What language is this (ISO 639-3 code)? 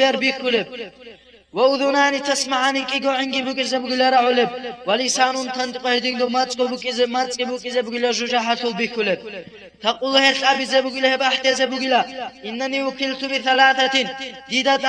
ava